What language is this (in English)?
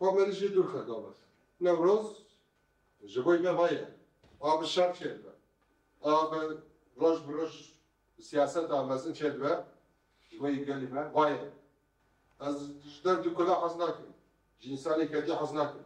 Kurdish